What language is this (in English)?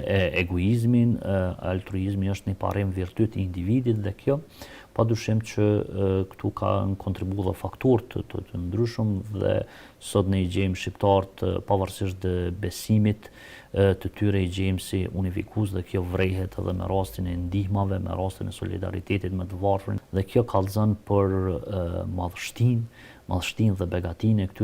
Albanian